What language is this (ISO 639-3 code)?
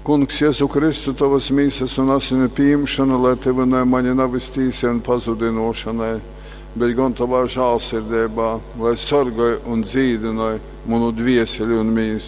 ltg